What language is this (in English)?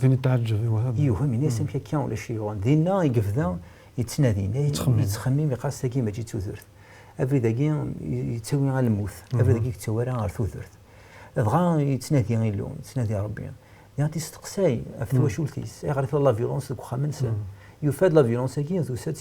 Kabyle